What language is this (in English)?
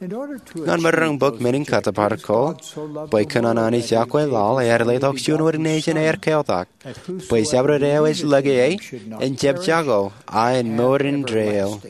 Marshallese